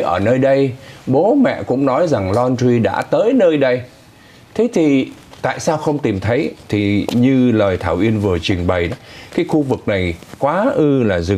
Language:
Vietnamese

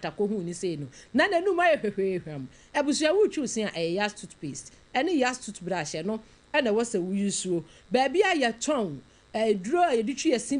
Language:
Akan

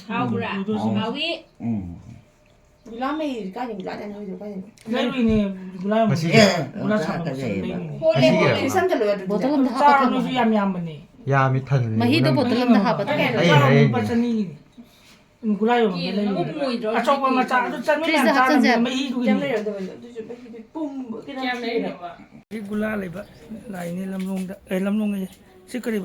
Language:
Manipuri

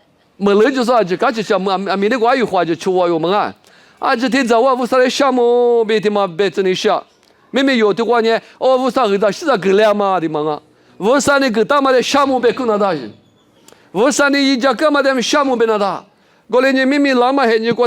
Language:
Lisu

